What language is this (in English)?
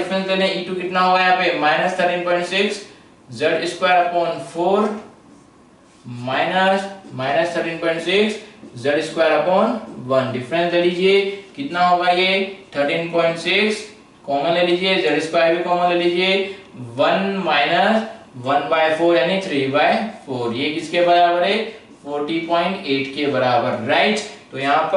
Hindi